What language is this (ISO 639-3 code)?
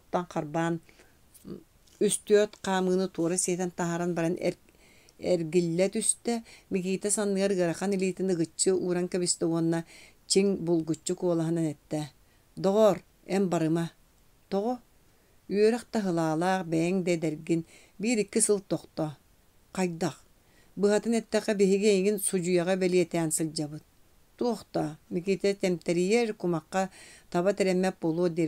sah